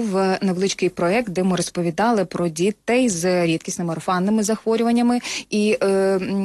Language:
Ukrainian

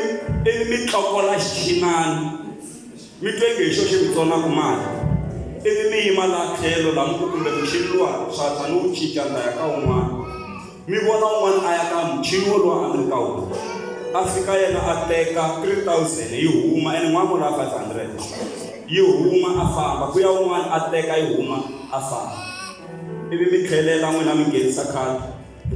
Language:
Tsonga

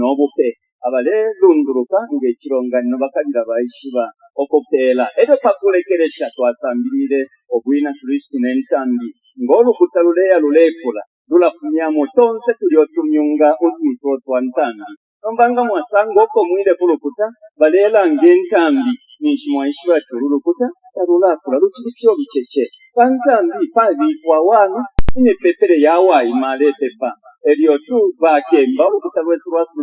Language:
Bemba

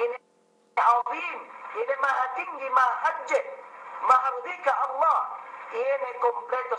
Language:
Yakan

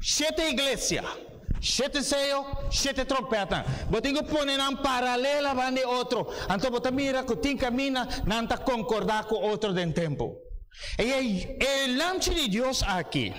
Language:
Papiamento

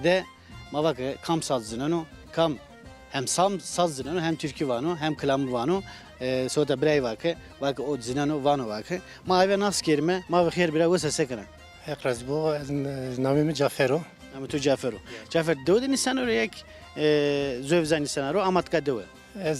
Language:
Zaza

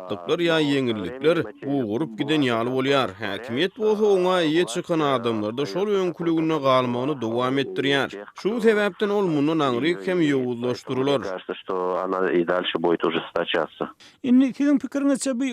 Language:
Turkmen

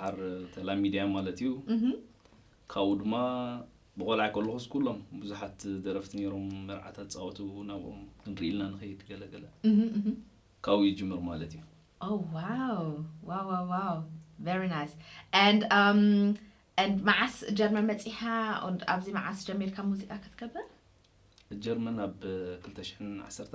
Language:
Tigrinya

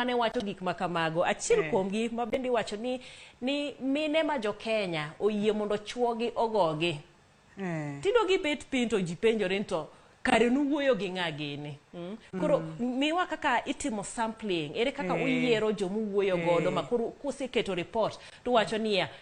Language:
Luo (Kenya and Tanzania)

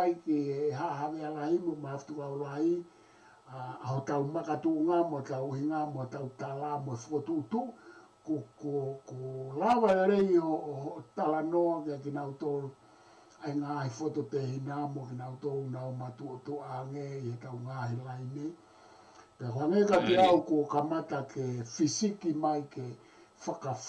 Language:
Tongan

